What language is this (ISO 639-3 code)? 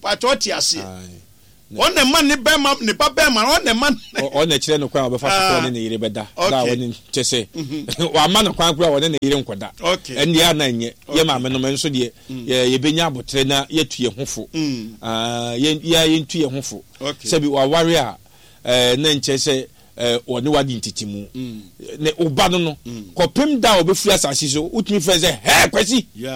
aka